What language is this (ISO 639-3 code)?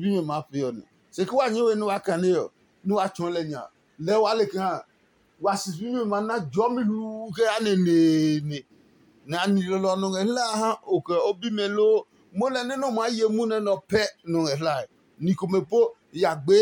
ada